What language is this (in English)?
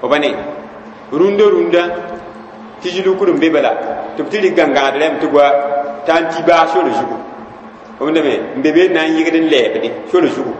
Mossi